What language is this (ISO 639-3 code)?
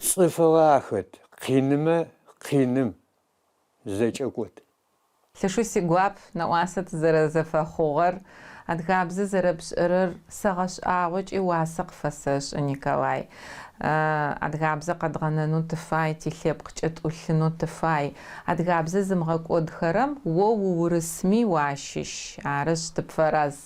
ady